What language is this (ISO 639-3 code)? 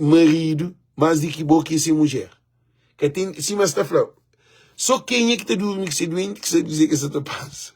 kea